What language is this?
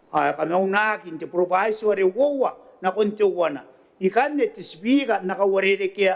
Gilbertese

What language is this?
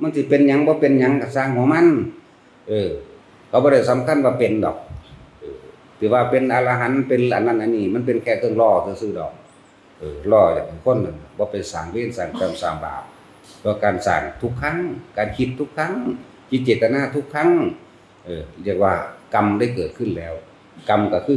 Northeastern Thai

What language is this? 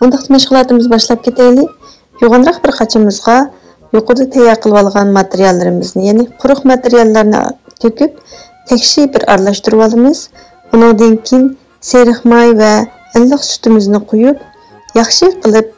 Uyghur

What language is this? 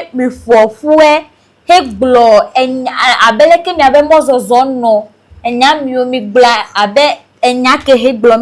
Ewe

